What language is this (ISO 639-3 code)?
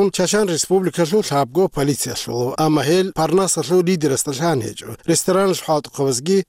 ava